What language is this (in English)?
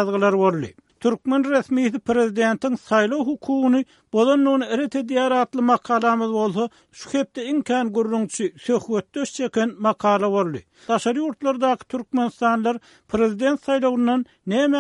Turkmen